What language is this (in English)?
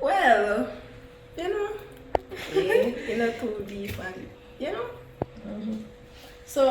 Jamaican Creole English